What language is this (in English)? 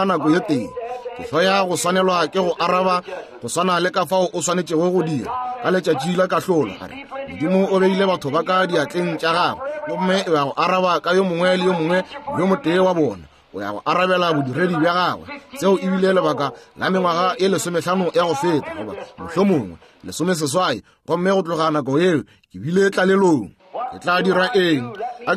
Northern Sotho